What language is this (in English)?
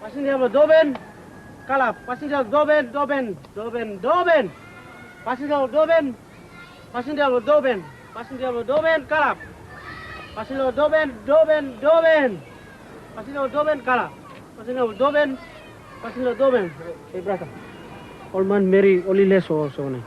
Tok Pisin